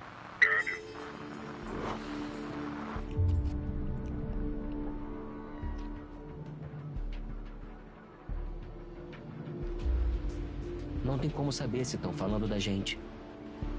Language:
Portuguese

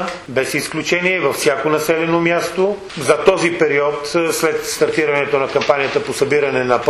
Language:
Bulgarian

